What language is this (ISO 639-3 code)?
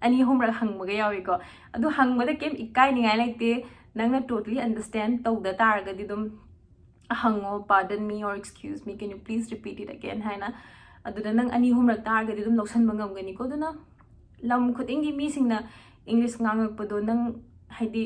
mni